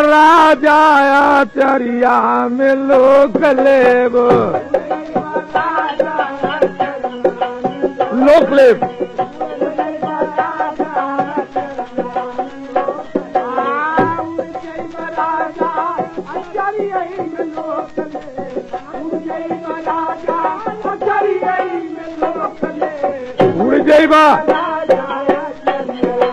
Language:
Bhojpuri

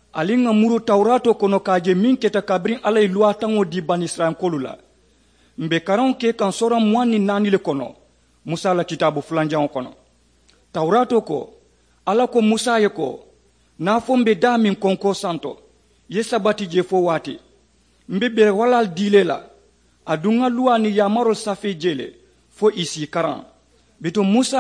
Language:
Mandingo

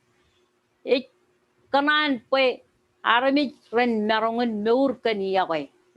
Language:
Marshallese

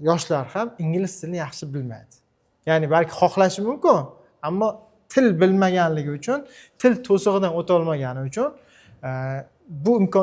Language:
Uzbek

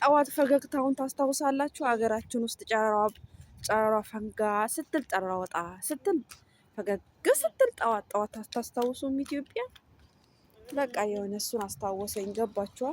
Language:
Amharic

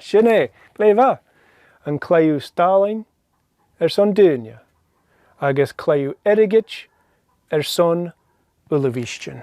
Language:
Scottish Gaelic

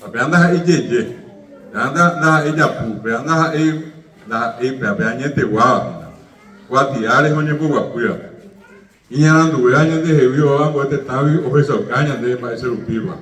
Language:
Guarani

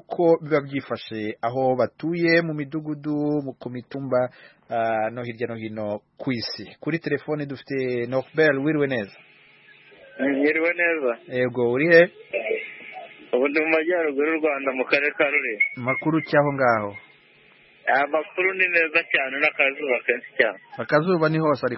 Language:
Kinyarwanda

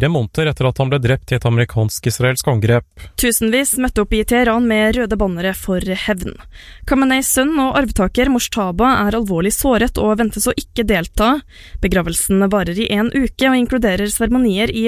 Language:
Norwegian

